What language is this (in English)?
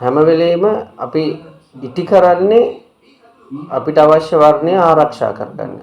Sinhala